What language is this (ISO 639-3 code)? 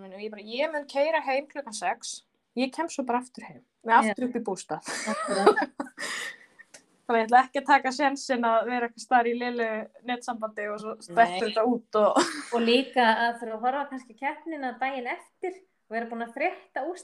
isl